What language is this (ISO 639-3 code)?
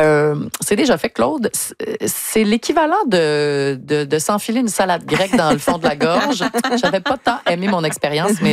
fra